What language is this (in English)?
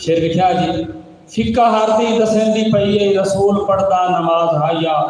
Saraiki